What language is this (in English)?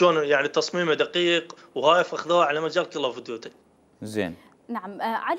Mesopotamian Arabic